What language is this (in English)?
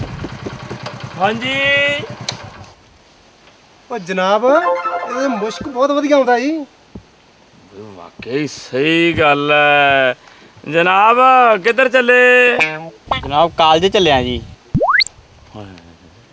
Punjabi